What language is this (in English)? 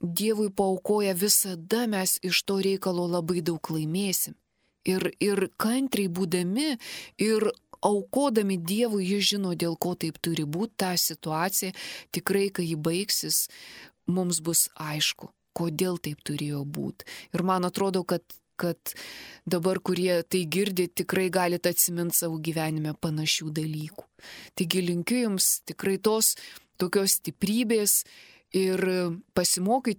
Lithuanian